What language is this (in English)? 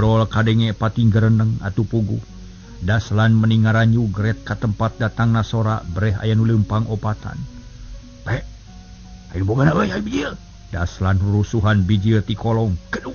Sundanese